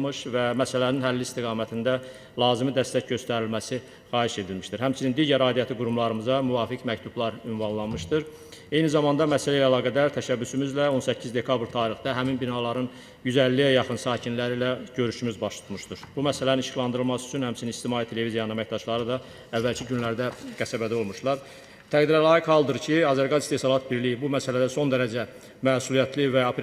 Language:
Azerbaijani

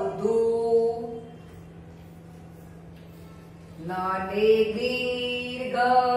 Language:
Gujarati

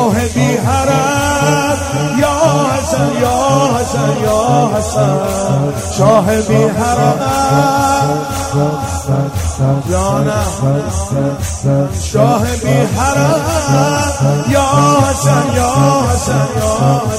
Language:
Persian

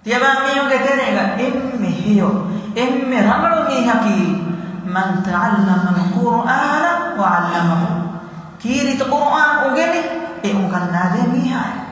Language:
Divehi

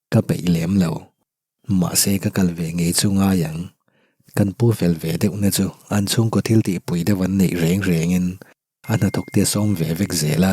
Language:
Mizo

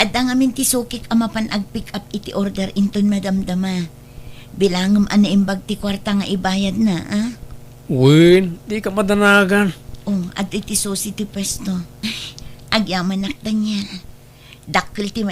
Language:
Iloko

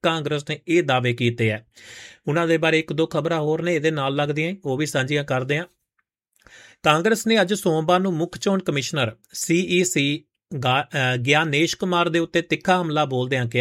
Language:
Punjabi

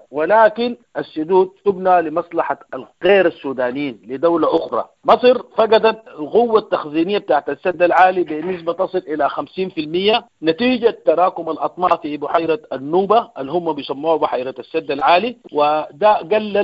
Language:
Sudanese Arabic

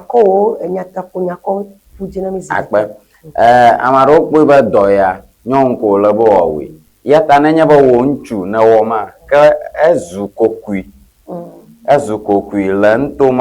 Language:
Ewe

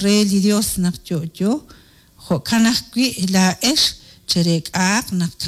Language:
Kekchí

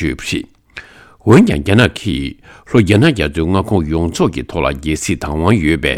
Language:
Tibetan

